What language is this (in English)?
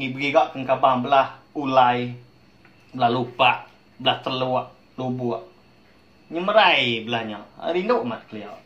Iban